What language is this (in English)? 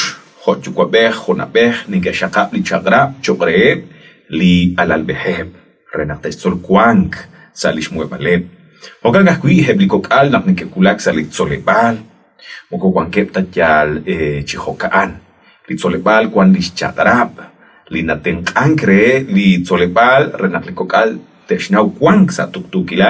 Kekchí